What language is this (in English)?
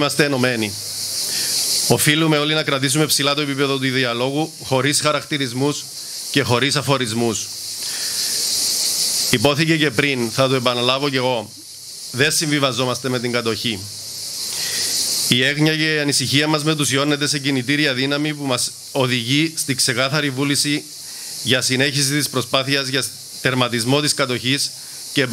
Greek